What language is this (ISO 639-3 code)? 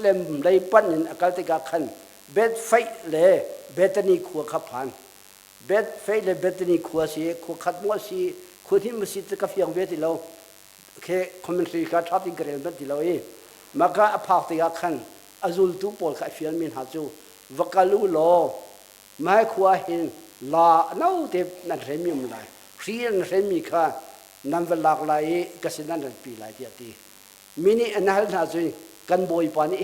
cnh